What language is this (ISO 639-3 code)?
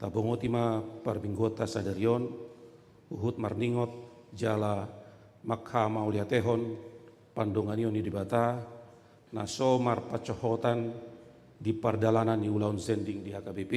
bbc